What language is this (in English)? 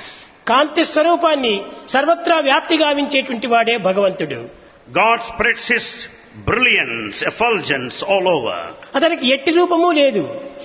Telugu